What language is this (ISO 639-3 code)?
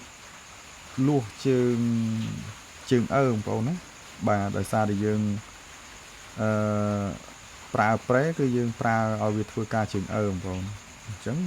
khm